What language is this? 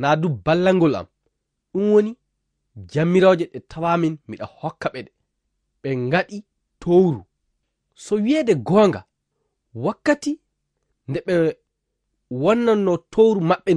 Fula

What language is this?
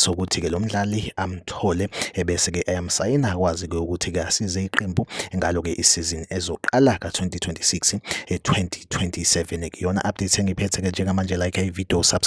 Zulu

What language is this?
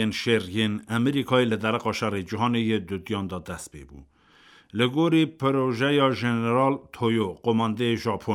Kurdish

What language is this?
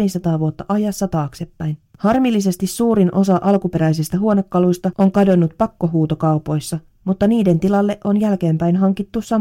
Finnish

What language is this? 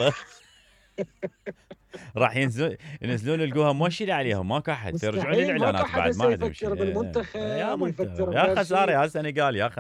Mesopotamian Arabic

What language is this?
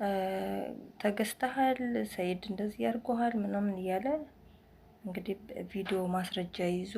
Amharic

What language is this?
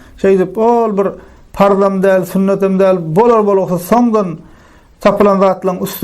Turkmen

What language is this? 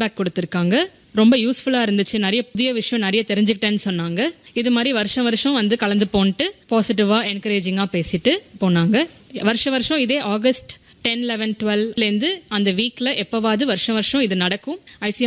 Tamil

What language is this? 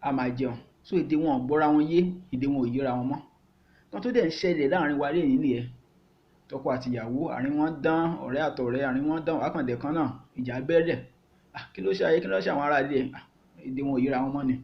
Yoruba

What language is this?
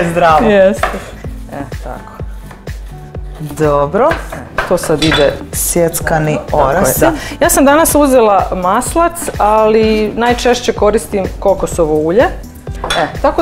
Croatian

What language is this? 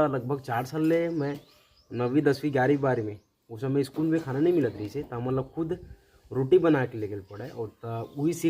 Chhattisgarhi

